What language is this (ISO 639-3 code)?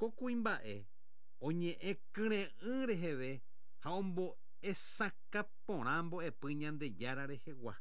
grn